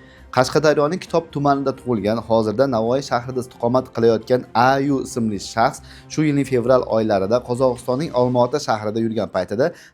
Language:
Uzbek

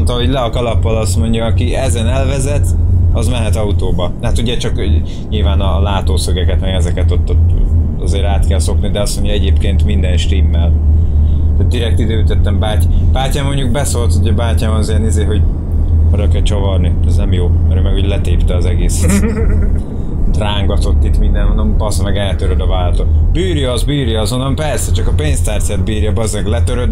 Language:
Hungarian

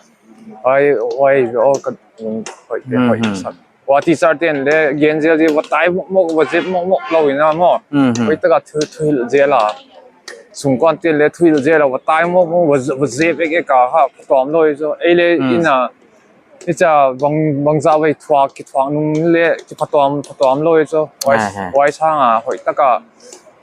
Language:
Paite Chin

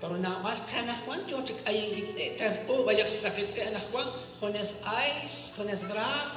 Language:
Kekchí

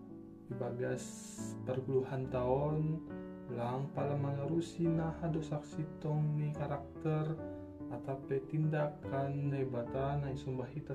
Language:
Batak Simalungun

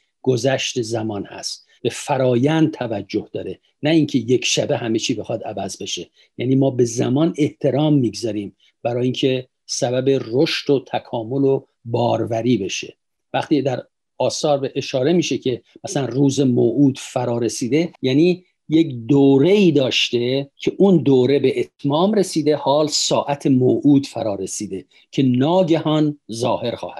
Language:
Persian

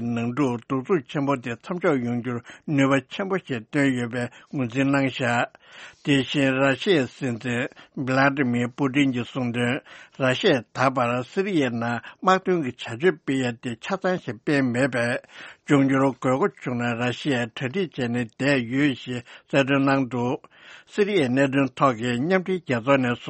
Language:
Tibetan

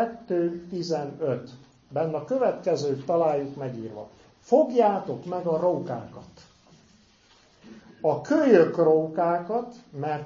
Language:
Hungarian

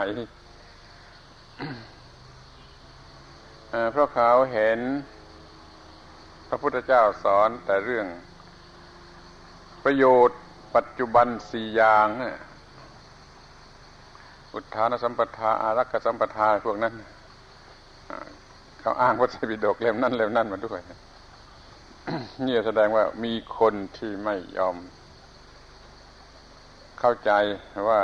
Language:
Thai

